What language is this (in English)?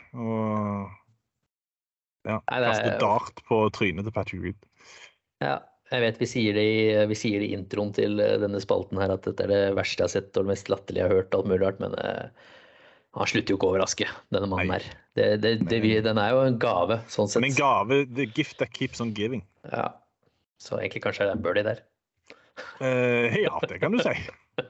Norwegian